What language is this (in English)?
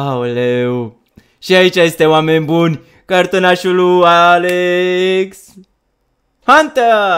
Romanian